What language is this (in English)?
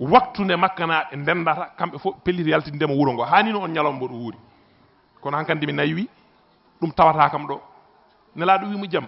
Fula